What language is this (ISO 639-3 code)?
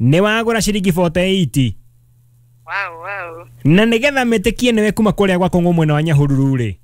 kik